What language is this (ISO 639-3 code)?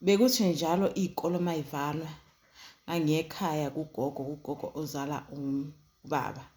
zul